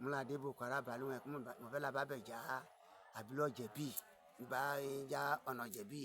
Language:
Yoruba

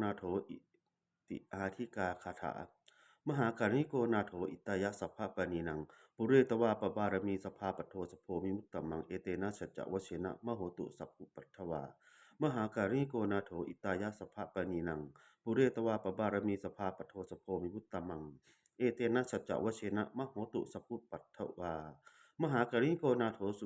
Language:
Pali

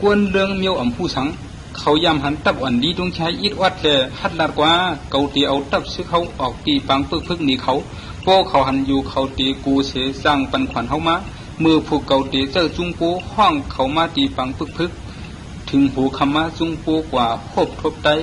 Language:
Shan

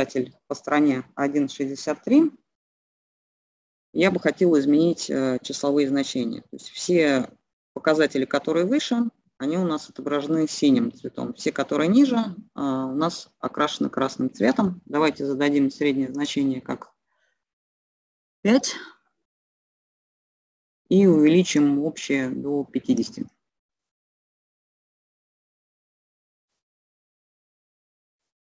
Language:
Russian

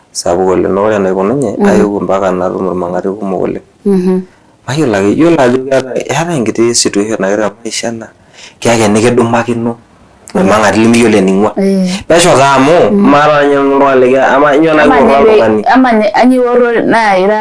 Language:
Masai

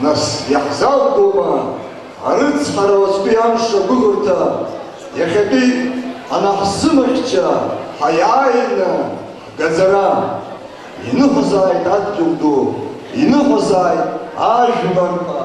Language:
Abkhazian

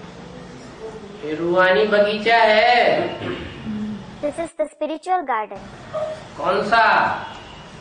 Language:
Hindi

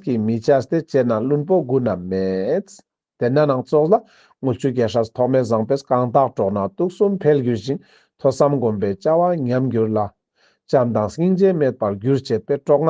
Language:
Ladakhi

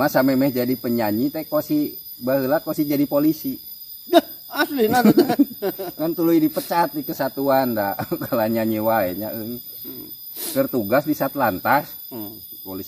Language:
Sundanese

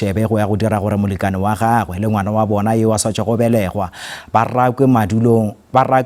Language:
Northern Sotho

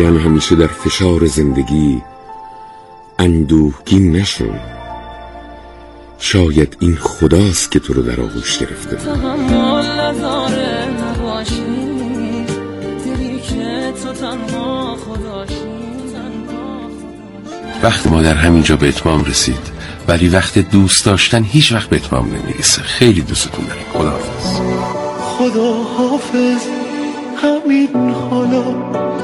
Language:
Persian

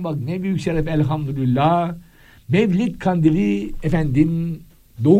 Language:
Turkish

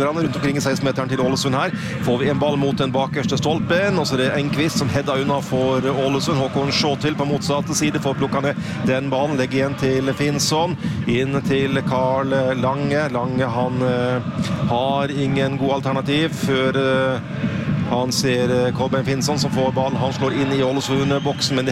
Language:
Norwegian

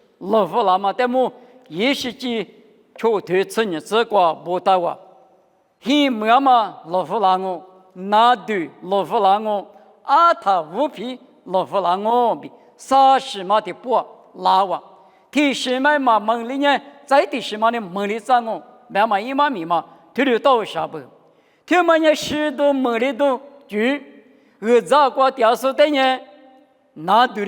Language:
Lisu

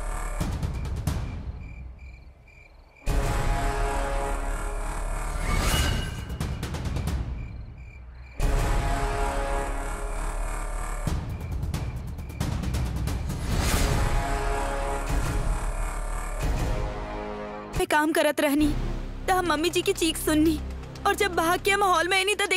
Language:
Bhojpuri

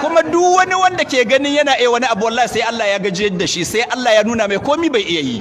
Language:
Hausa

